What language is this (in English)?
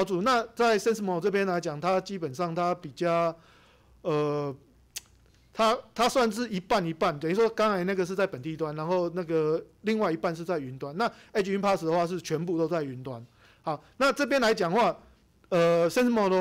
Chinese